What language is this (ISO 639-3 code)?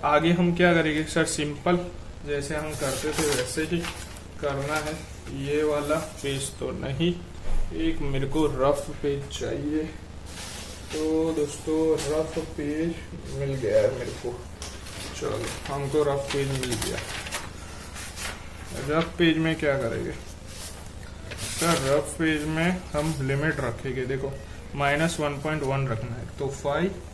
hin